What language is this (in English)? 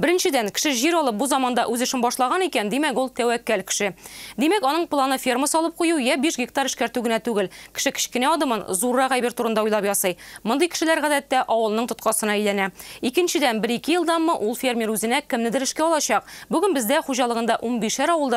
Tatar